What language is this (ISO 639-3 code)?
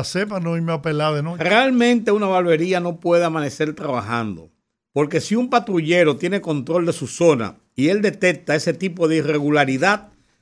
spa